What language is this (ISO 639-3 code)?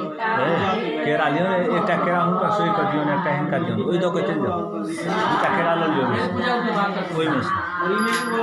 mai